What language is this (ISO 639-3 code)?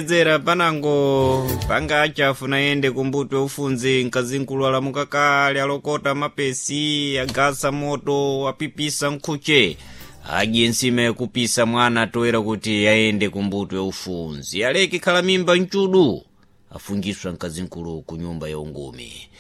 seh